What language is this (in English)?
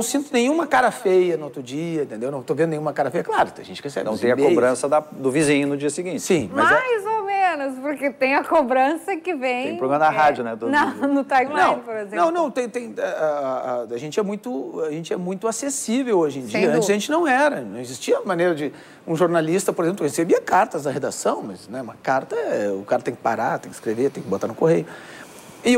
Portuguese